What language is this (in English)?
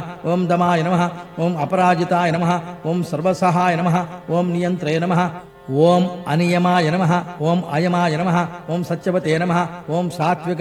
Telugu